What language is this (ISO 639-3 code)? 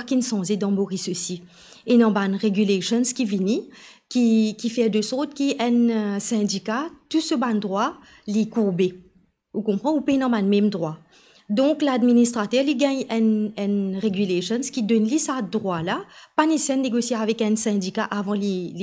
mfe